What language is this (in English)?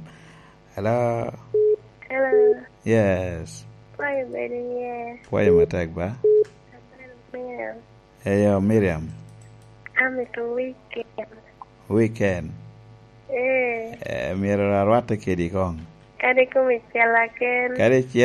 Lango (Uganda)